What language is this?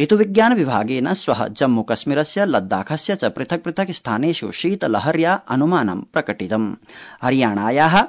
Sanskrit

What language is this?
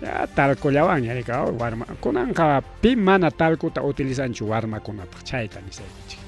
Ayacucho Quechua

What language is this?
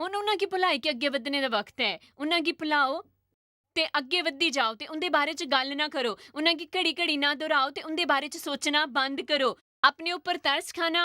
Dogri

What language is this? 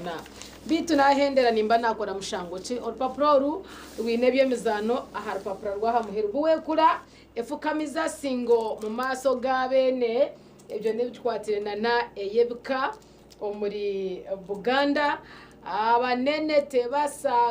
Nyankole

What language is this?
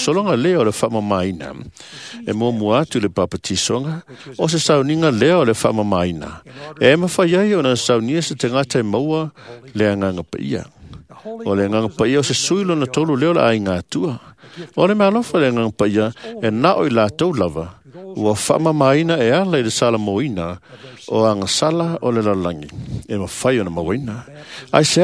Samoan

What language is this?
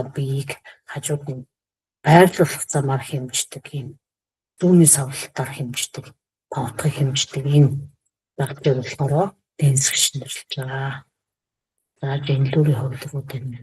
Mongolian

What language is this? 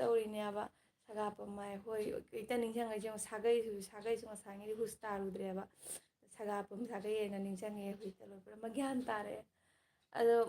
Manipuri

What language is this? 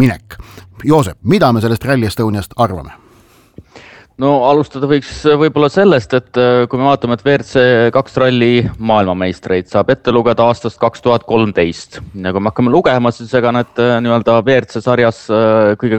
Estonian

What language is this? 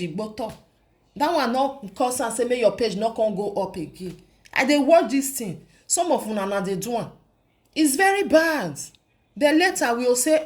Nigerian Pidgin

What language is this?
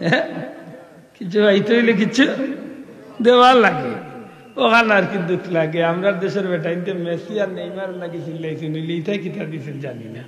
Sylheti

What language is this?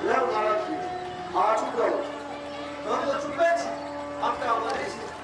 Maithili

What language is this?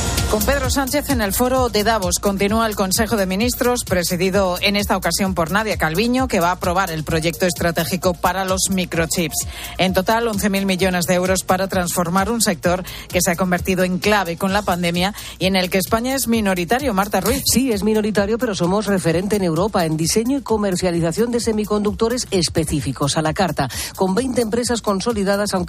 Spanish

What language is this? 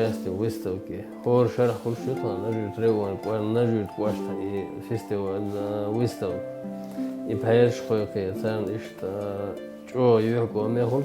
Chechen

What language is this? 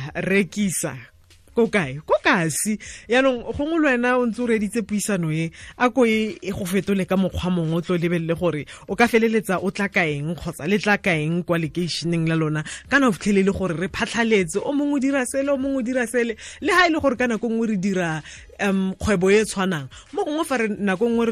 Tswana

